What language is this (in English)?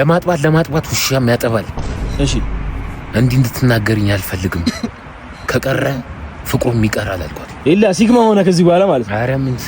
Amharic